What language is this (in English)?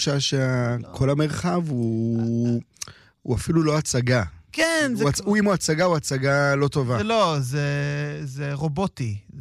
Hebrew